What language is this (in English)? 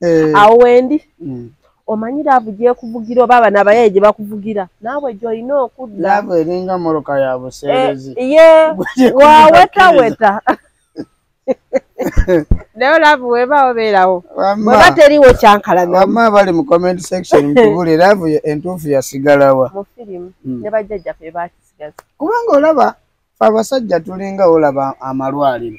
Ganda